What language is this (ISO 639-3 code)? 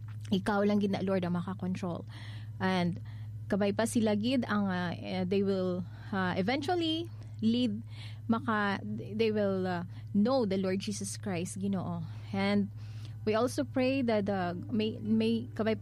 hil